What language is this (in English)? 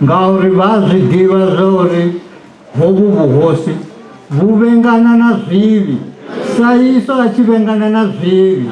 Venda